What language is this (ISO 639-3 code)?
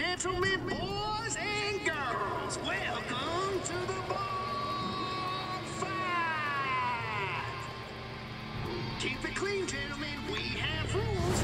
eng